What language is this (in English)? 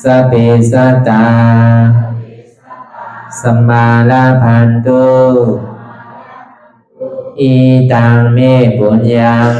Shan